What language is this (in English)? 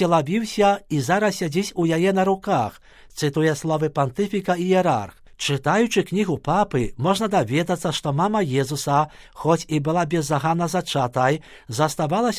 Belarusian